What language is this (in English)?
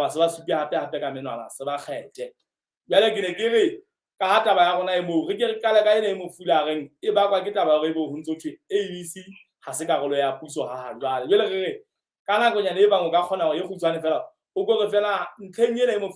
Southern Sotho